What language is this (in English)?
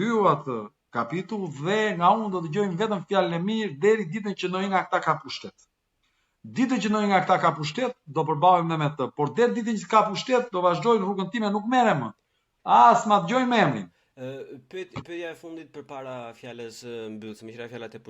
Albanian